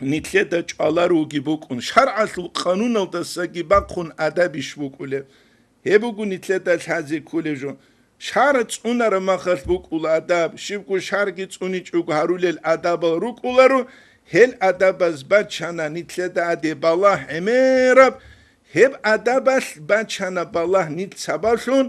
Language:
Avaric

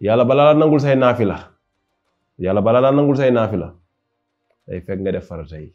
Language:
Wolof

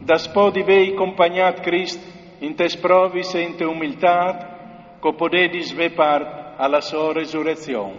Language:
Friulian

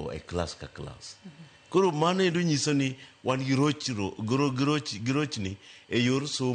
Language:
Luo (Kenya and Tanzania)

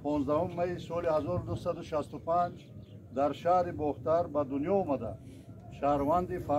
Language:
Tajik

